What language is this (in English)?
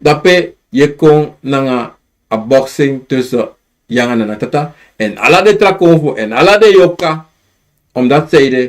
Sranan Tongo